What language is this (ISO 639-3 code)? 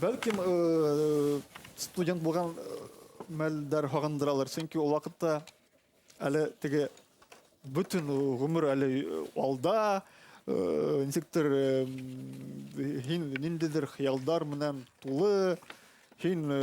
bak